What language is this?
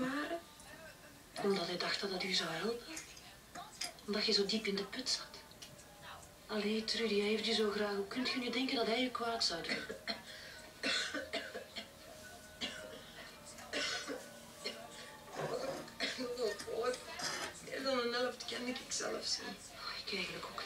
Dutch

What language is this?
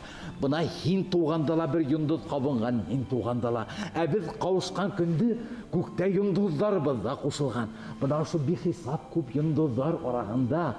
Bashkir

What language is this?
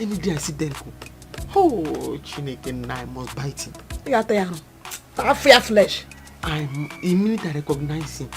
Nigerian Pidgin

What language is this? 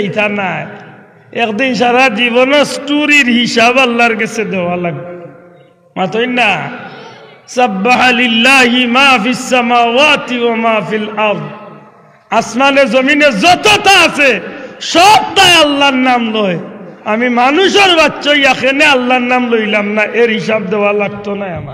Sylheti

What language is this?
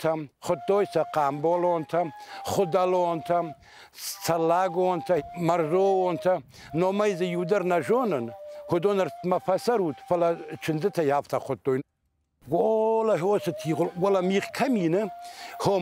Ossetic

